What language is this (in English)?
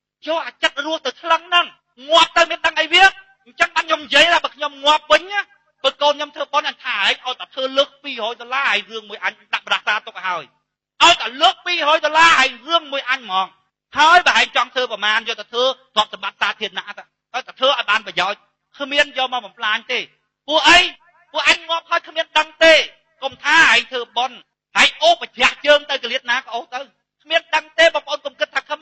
Khmer